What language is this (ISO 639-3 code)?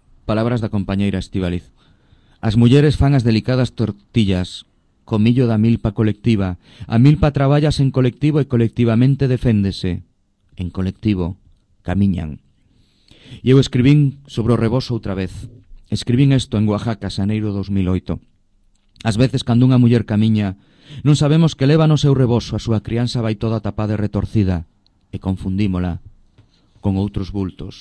glg